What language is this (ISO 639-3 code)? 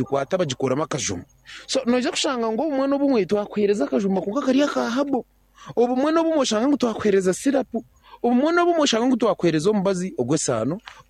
nyn